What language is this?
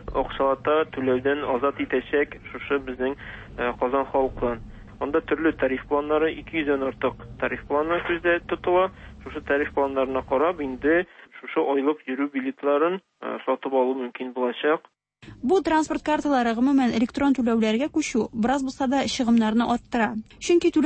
Tatar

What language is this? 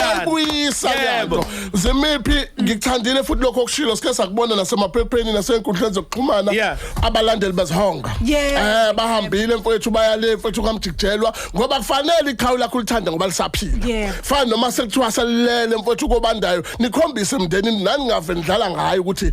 Zulu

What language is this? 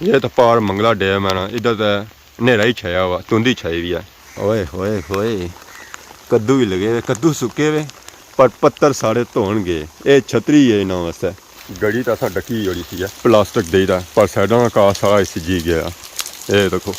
Pahari-Potwari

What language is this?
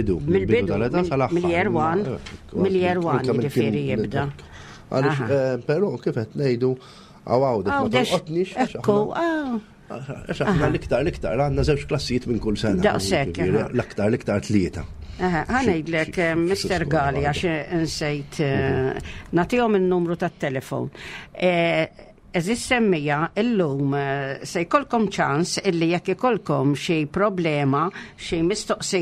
Maltese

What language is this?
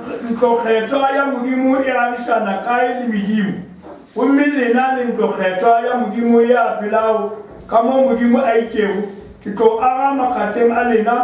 Northern Sotho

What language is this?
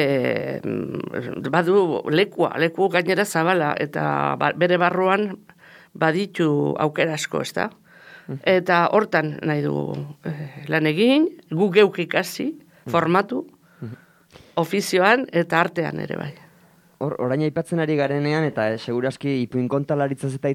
Basque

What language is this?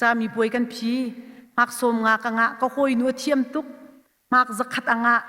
Hakha Chin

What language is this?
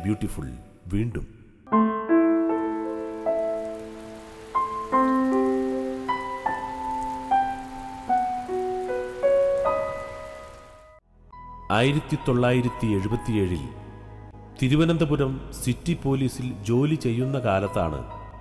Malayalam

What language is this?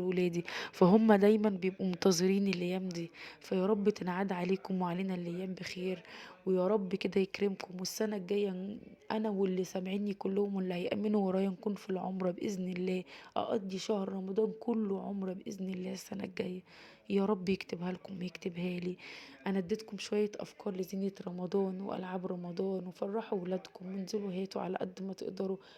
Egyptian Arabic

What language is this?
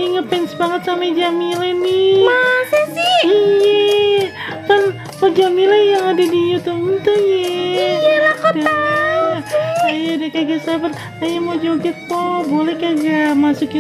Betawi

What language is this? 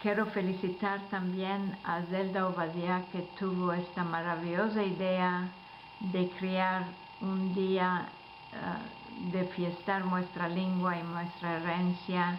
Ladino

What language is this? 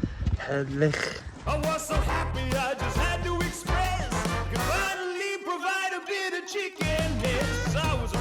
Swiss German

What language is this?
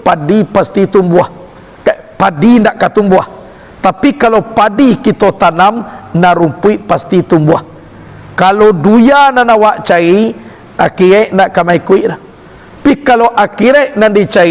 Minangkabau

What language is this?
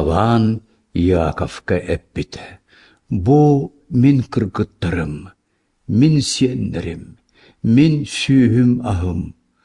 Yakut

